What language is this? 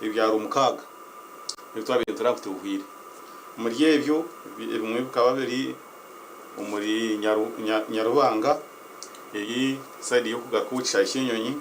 Nyankole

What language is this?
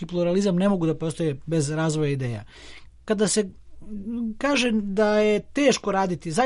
Serbian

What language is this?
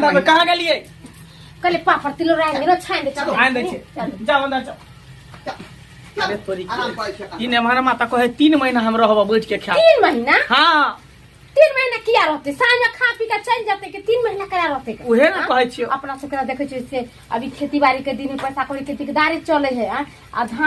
Maithili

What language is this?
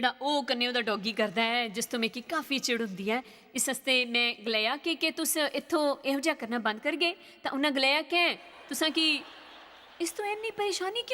Dogri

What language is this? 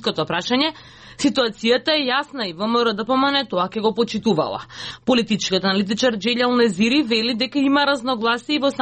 Macedonian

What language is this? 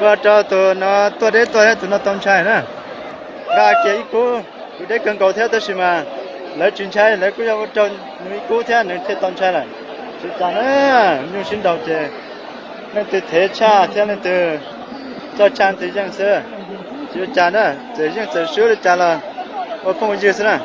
Hmong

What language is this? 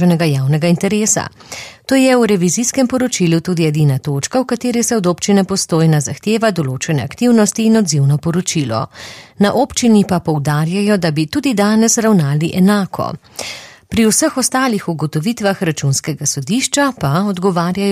Slovenian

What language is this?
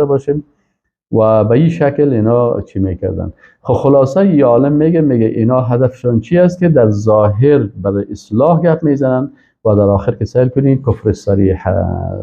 Persian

